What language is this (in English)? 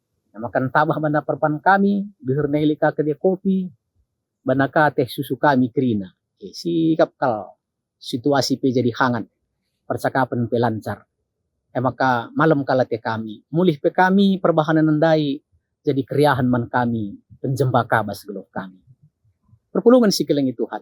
Batak Karo